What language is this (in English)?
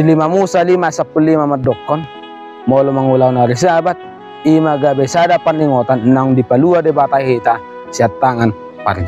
Batak Toba